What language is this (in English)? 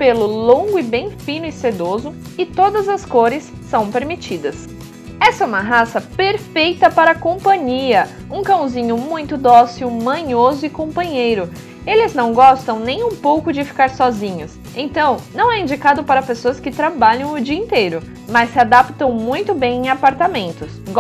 Portuguese